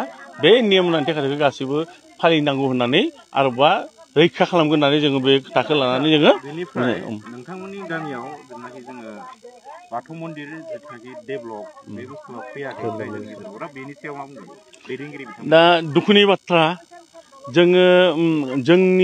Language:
Bodo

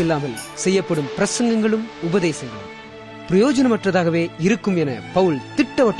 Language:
Tamil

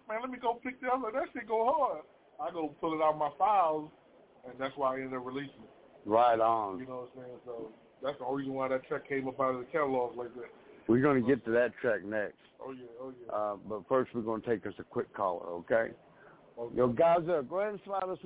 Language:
English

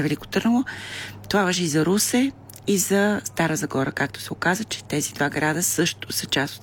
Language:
Bulgarian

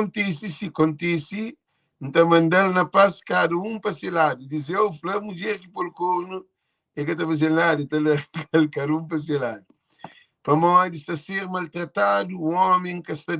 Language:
Kabuverdianu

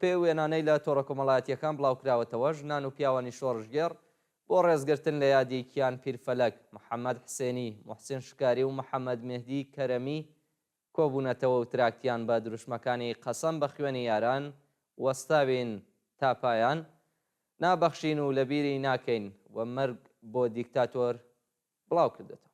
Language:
Central Kurdish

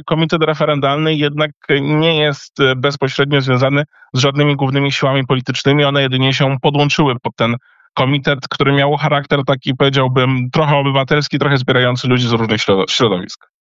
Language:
Polish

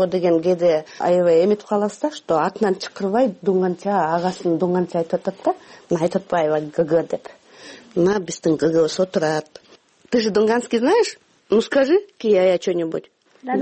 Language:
Kyrgyz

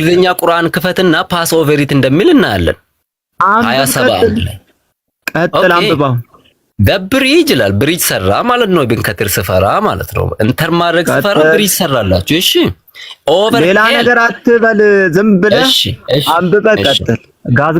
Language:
Amharic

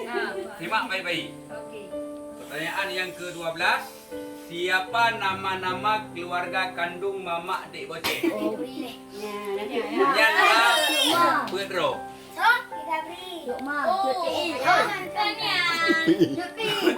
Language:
Achinese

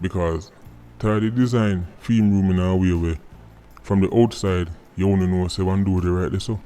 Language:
Jamaican Creole English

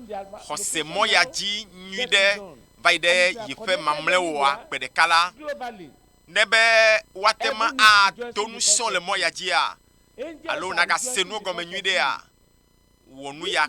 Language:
Ewe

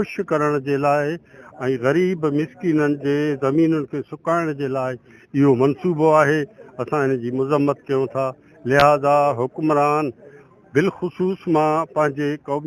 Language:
Sindhi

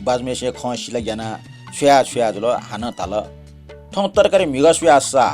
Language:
Newari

